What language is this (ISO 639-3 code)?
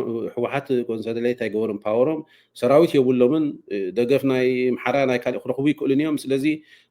tir